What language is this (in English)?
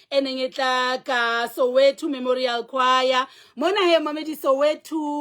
Southern Sotho